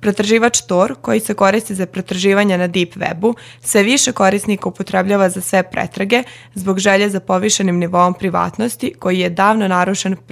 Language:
Serbian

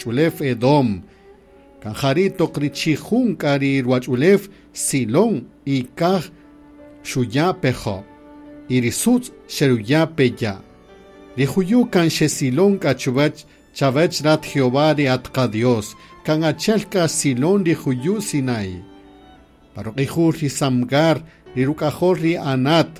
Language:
Kaqchikel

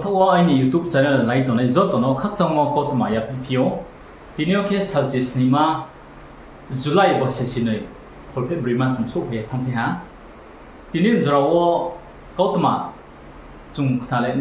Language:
Riang (India)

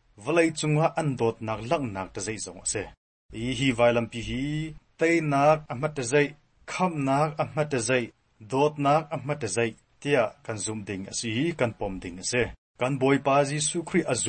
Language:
Hakha Chin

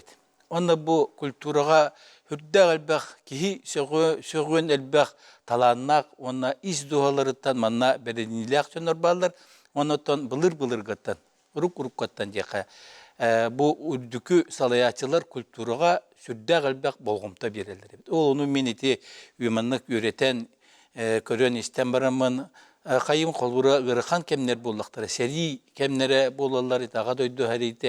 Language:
Yakut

